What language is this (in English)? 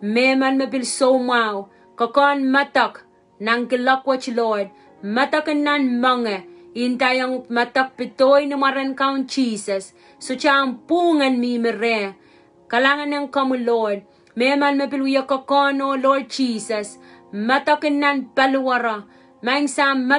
Pohnpeian